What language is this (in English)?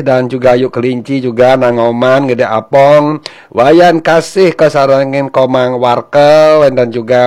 Balinese